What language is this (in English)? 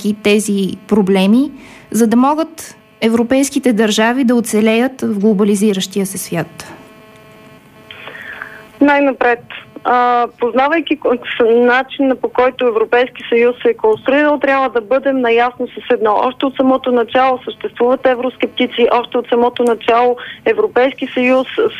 Bulgarian